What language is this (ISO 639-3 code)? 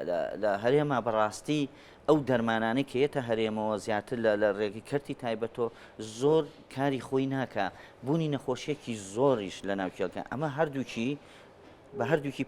ckb